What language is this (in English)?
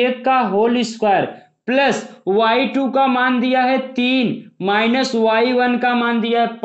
Hindi